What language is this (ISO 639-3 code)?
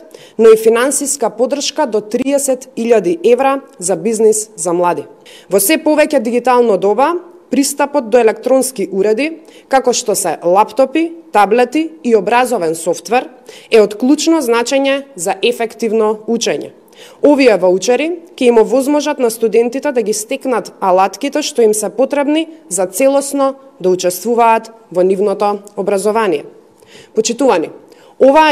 mkd